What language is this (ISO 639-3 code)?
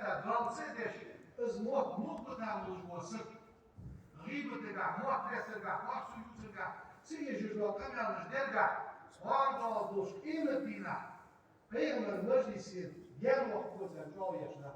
inh